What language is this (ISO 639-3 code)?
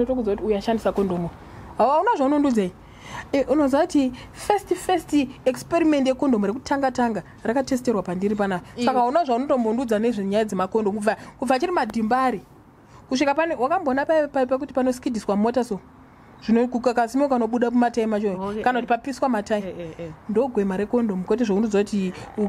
sna